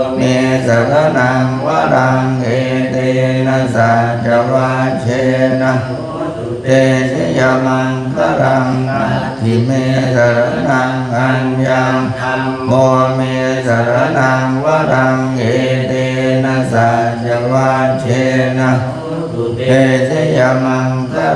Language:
Pali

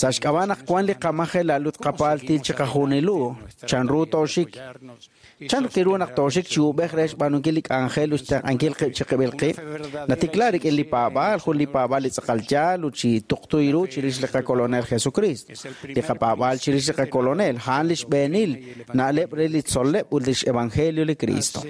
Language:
Kekchí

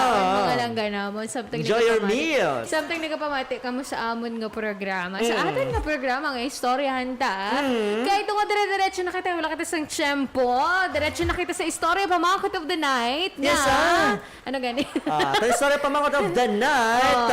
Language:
Hiligaynon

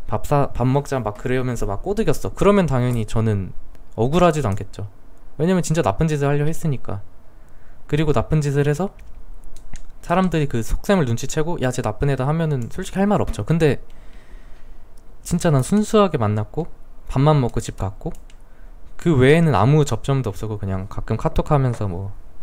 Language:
Korean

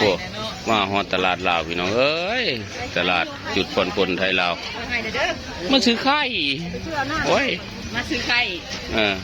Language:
Northeastern Thai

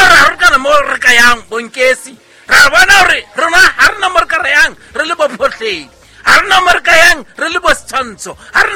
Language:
Southern Sotho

